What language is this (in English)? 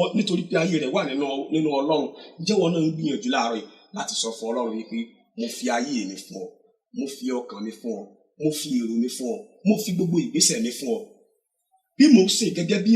Yoruba